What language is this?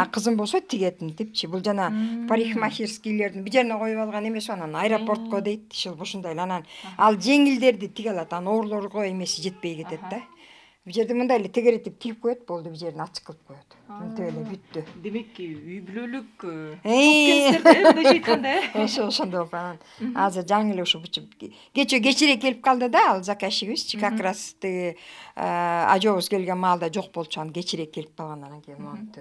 Kyrgyz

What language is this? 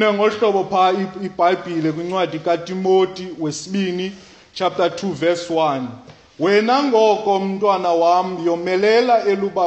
Xhosa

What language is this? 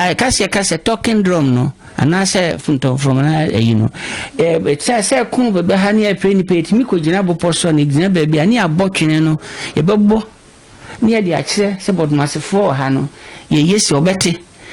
Akan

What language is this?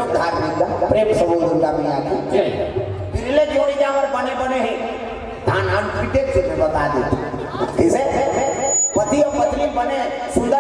Chhattisgarhi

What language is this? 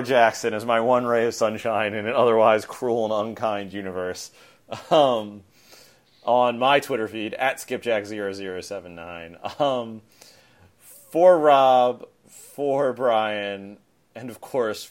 English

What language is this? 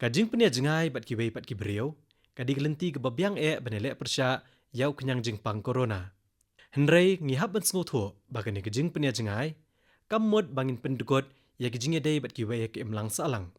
Khasi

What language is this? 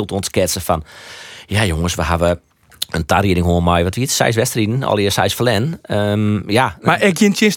Western Frisian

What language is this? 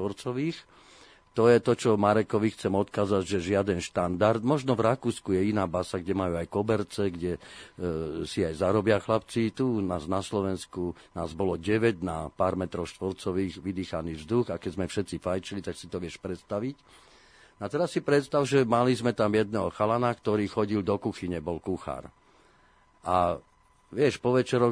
Slovak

